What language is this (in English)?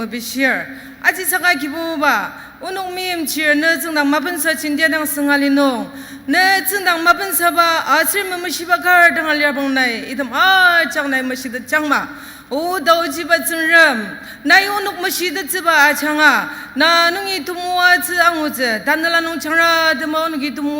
Ao Naga